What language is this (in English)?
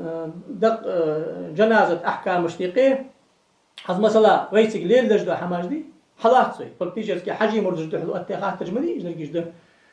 Ingush